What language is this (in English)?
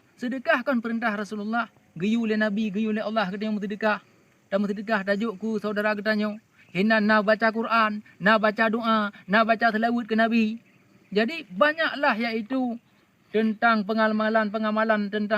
Achinese